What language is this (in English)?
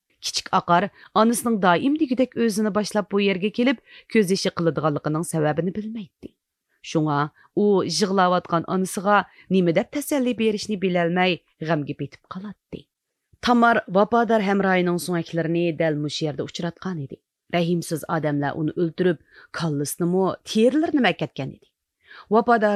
Uyghur